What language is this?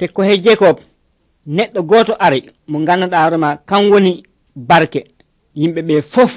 Nigerian Fulfulde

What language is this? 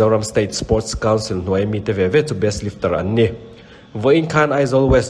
Mizo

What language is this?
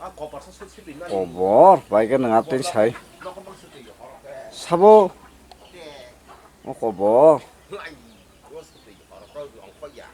Kok Borok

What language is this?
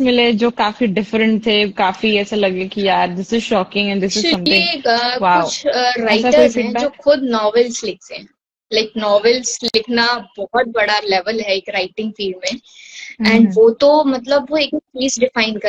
Hindi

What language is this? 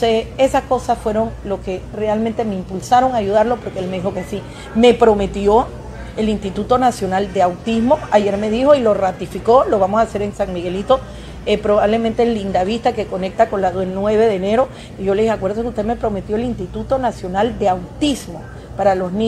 Spanish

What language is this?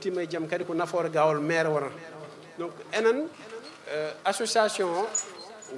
Fula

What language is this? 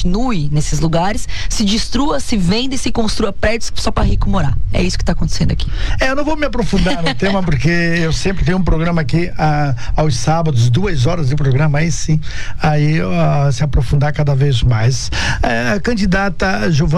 Portuguese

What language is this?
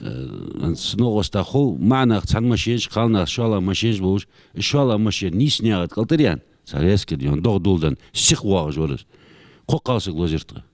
Ingush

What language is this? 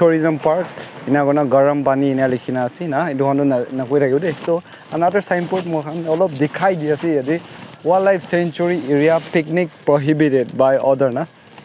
Naga Pidgin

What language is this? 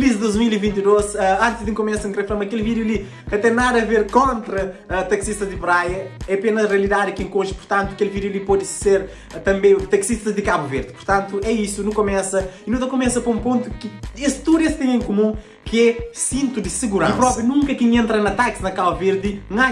Kabuverdianu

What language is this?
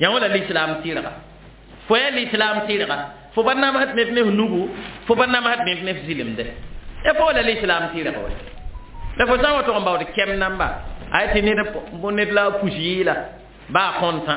Mossi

